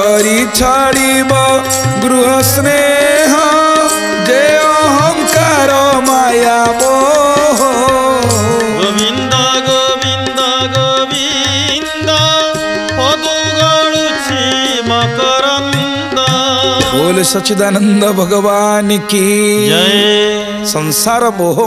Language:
Odia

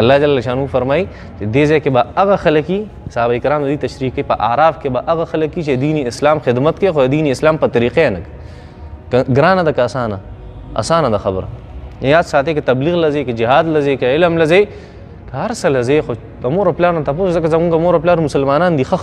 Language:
Pashto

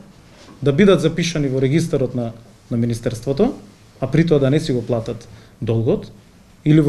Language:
Macedonian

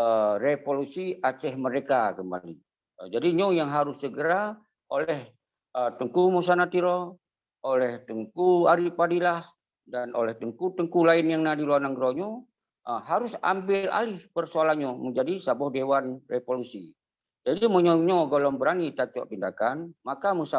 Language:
Achinese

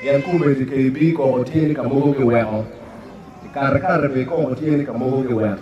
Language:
Acoli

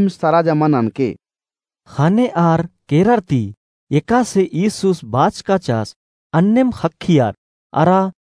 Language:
Kurukh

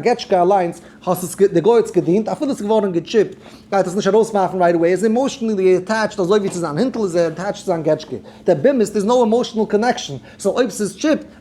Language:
Yiddish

